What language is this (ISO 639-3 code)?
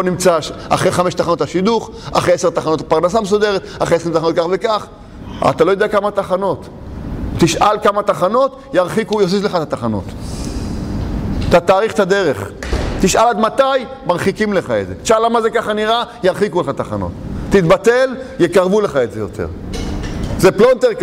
heb